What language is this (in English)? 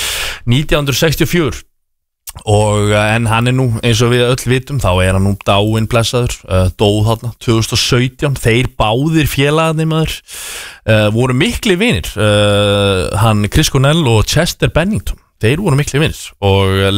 Icelandic